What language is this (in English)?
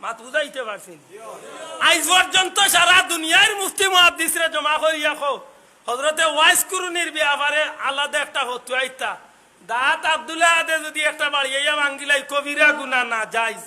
Sylheti